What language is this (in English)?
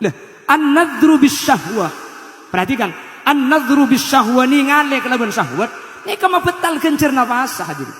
Madurese